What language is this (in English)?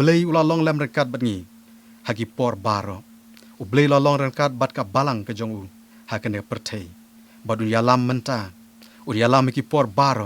Khasi